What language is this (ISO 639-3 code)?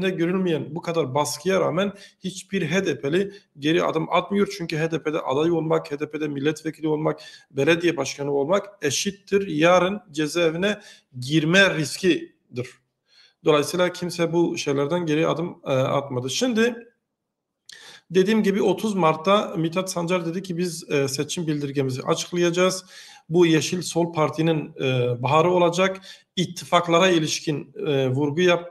tur